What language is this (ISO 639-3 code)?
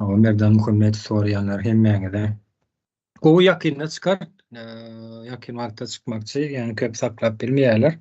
tuk